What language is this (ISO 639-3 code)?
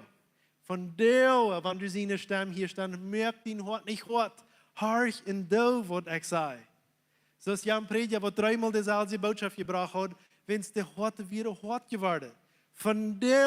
pdt